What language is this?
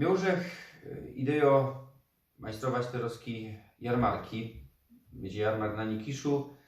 Silesian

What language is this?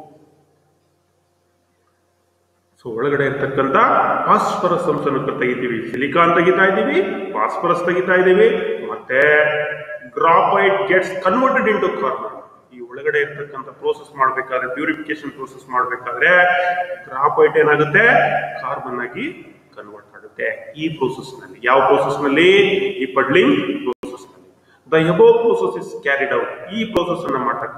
Kannada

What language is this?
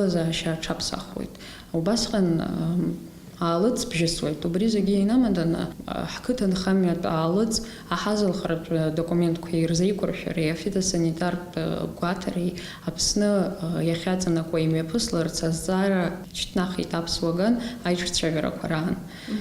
Abkhazian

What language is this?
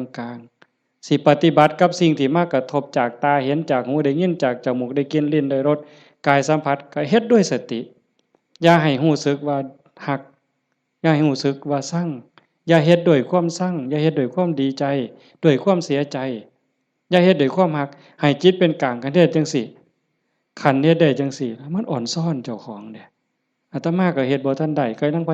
Northeastern Thai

